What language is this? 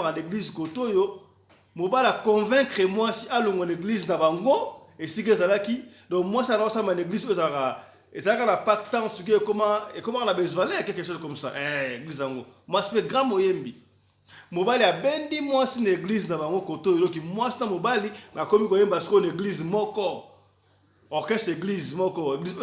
Lingala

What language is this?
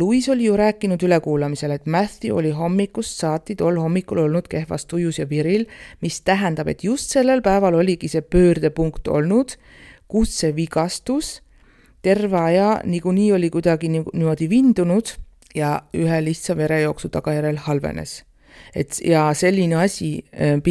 Estonian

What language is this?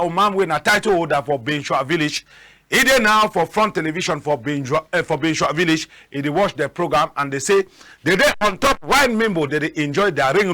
Cameroon Pidgin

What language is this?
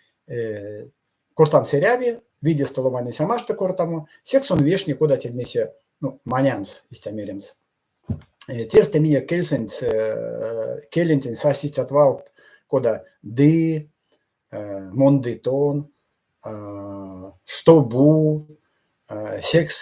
Erzya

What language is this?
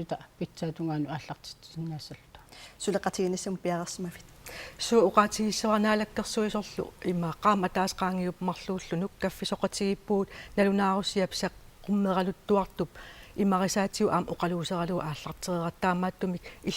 Kalaallisut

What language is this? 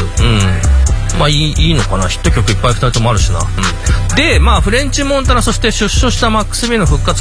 Japanese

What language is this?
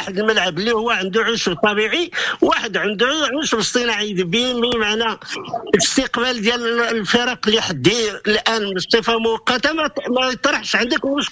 Moroccan Arabic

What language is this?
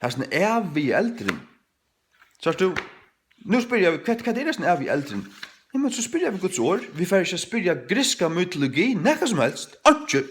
Faroese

